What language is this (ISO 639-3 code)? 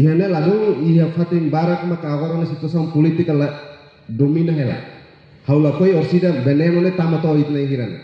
tet